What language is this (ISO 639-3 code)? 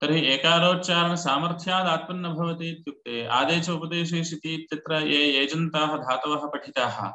san